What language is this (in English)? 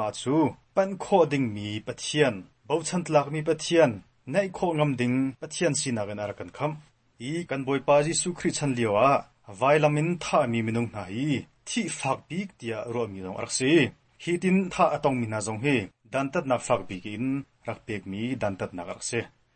Hakha Chin